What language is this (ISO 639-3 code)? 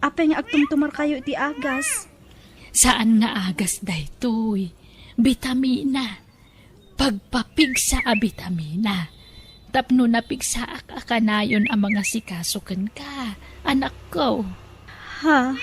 ilo